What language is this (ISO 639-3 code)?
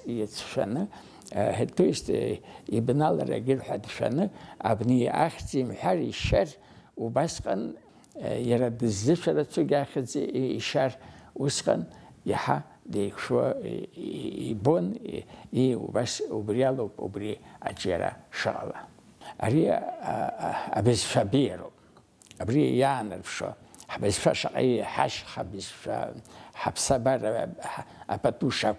abk